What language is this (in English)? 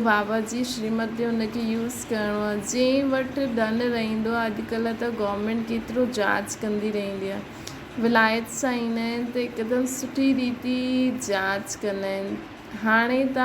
Sindhi